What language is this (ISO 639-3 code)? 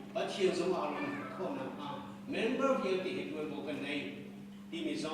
cnh